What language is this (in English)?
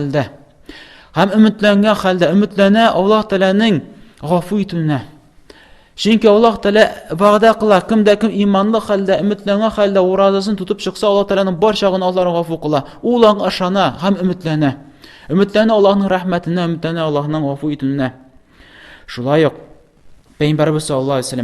Tatar